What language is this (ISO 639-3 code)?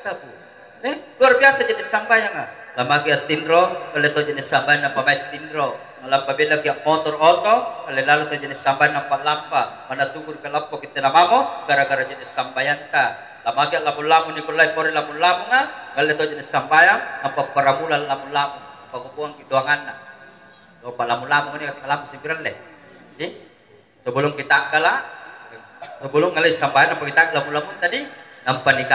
mak